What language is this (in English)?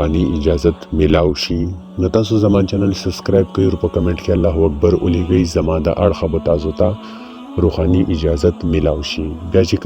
Pashto